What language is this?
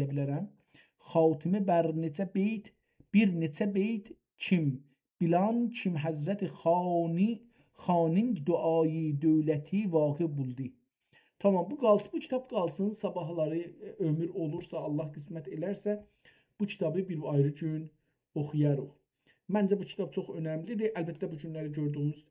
South Azerbaijani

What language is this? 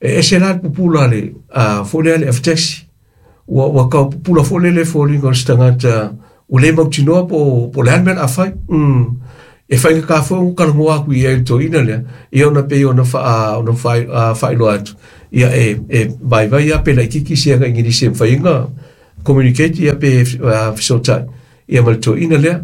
Samoan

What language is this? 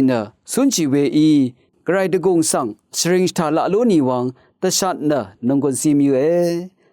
Rawang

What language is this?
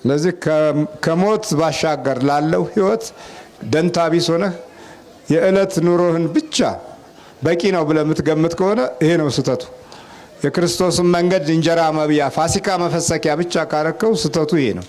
Amharic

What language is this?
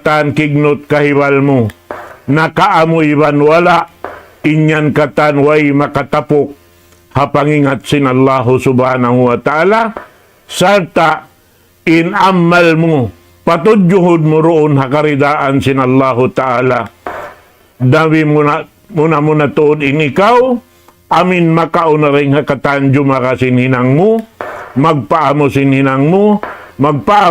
Tausug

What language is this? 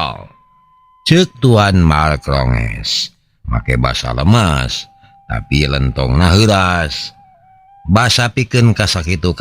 Sundanese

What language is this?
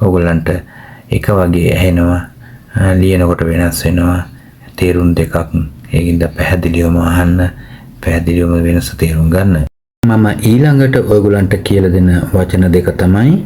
Sinhala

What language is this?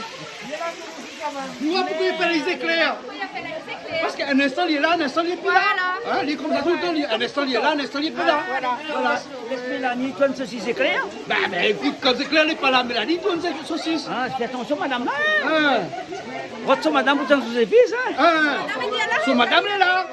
Réunion Creole French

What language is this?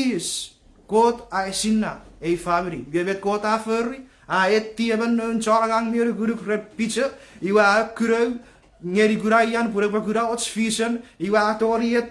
Chuukese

